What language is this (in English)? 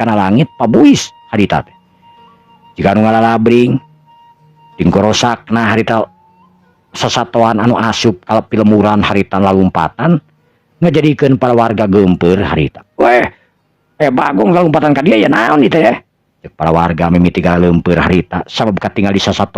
Sundanese